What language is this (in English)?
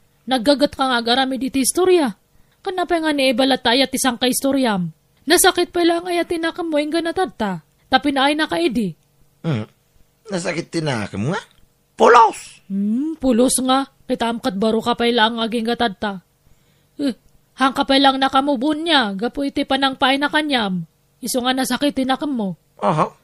Iloko